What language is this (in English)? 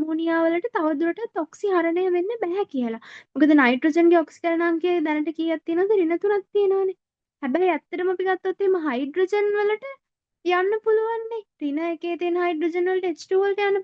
Sinhala